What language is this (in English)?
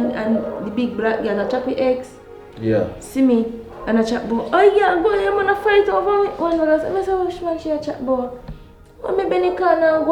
Jamaican Creole English